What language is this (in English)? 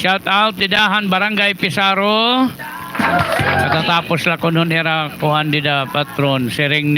Waray